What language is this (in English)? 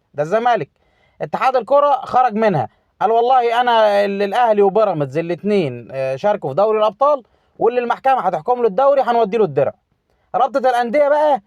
Egyptian Arabic